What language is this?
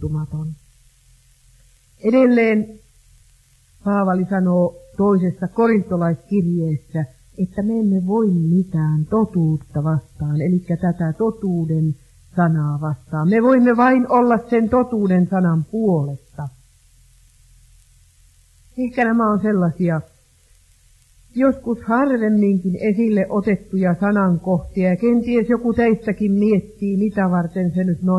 Finnish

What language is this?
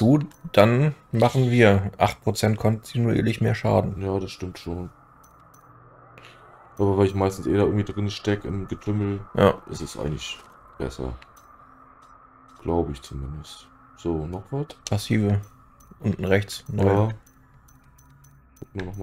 German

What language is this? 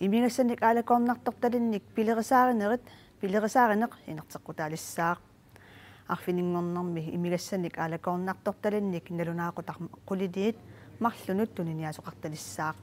Kalaallisut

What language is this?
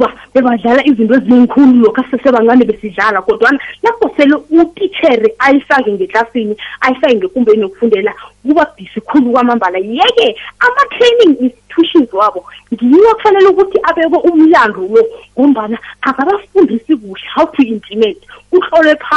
South Ndebele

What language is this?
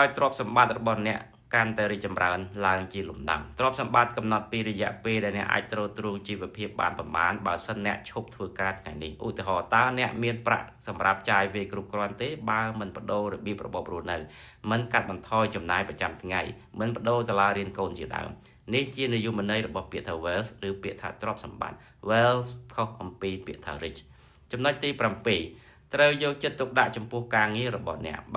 Khmer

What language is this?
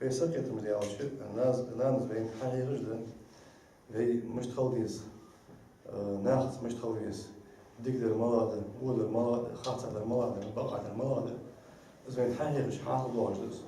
Ingush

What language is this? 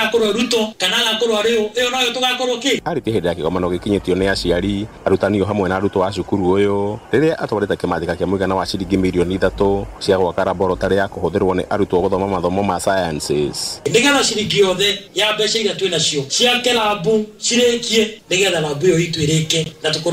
Kikuyu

